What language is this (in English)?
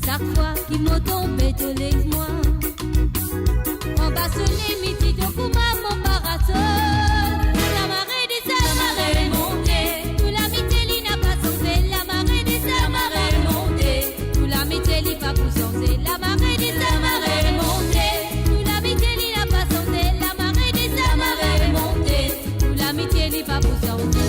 Morisyen